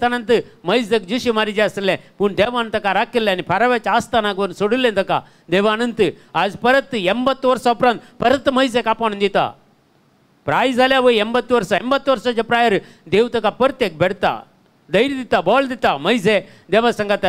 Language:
Konkani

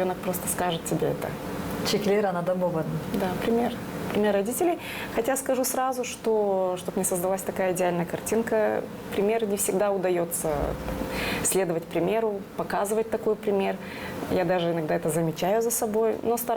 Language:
Gagauz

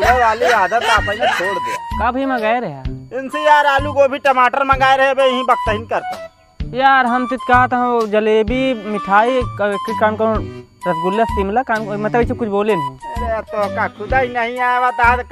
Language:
Awadhi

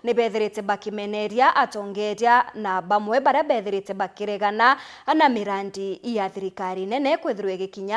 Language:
Meru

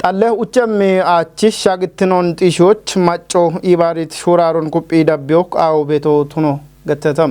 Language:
Kafa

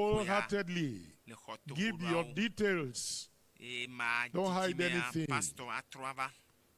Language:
Ewe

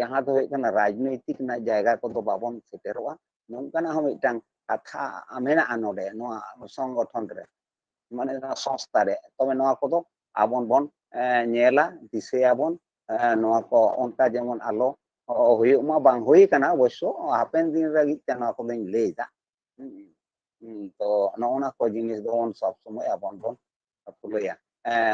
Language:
Santali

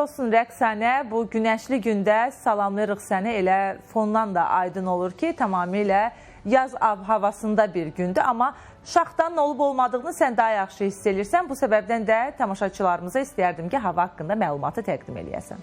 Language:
Azerbaijani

